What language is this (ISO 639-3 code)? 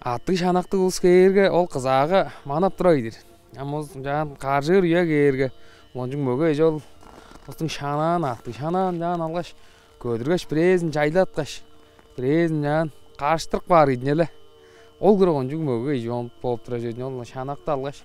tyv